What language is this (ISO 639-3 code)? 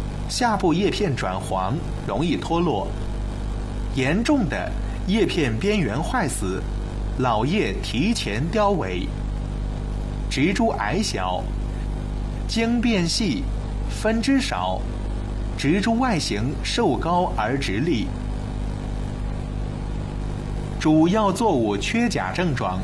zho